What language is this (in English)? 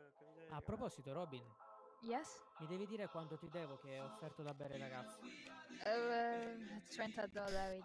Italian